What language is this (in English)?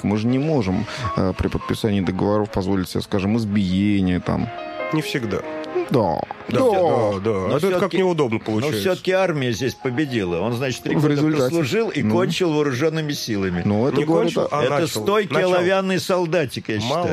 Russian